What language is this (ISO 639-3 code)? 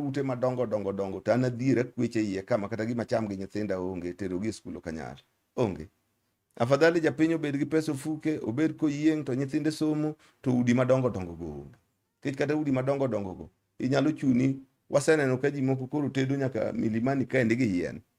luo